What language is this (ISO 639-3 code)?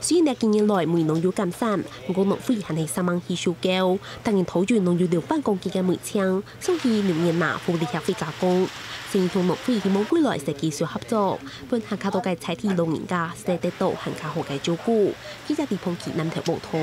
hak